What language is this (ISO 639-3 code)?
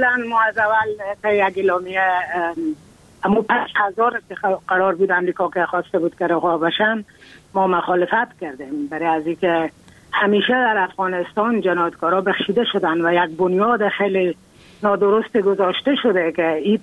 fas